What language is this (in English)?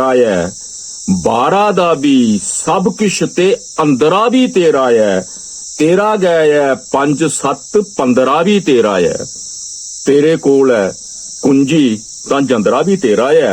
Dogri